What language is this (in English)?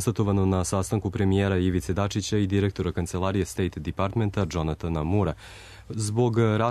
Serbian